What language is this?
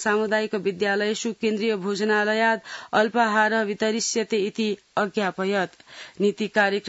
Sanskrit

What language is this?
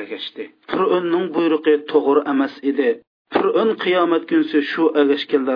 Uyghur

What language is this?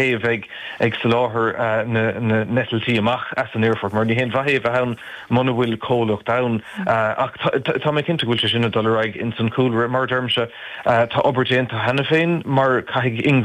Irish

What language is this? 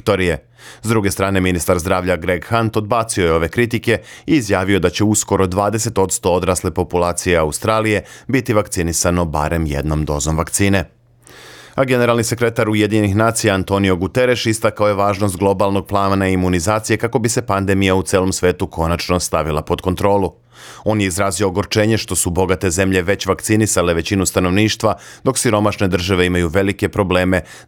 Serbian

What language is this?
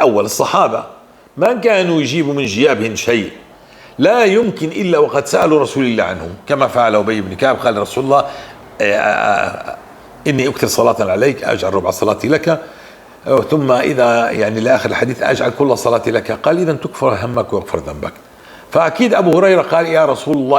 North Levantine Arabic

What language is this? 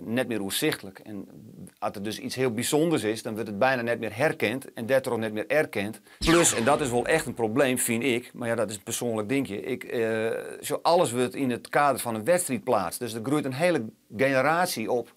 Western Frisian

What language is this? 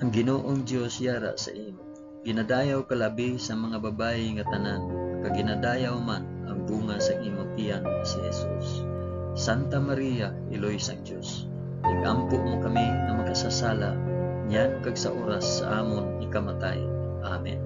Hiligaynon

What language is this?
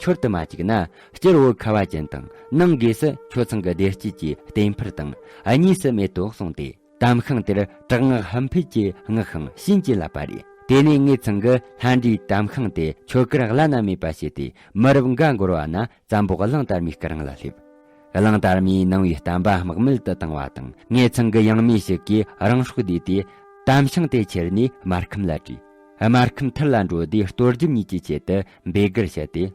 Tibetan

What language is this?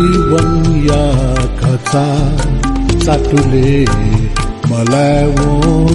Newari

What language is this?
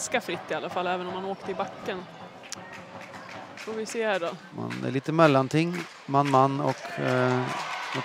Swedish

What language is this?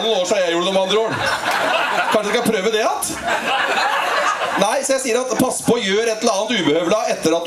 Norwegian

